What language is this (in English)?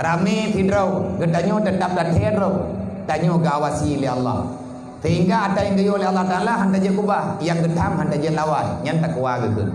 Achinese